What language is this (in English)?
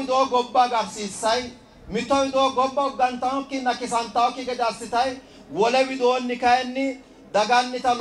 Sidamo